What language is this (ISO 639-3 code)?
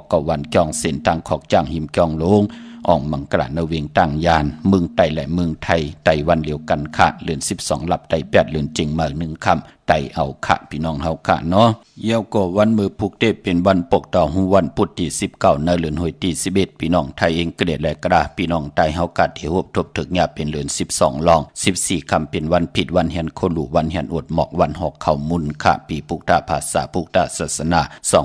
shn